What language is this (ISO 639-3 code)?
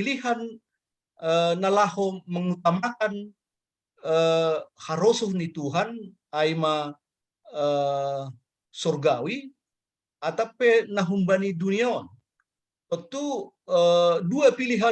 bts